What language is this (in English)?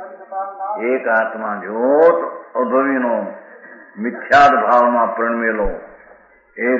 Gujarati